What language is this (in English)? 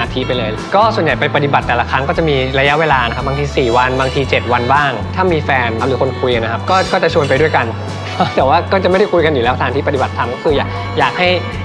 Thai